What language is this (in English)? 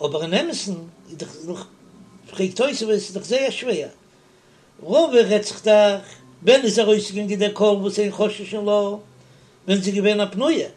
Yiddish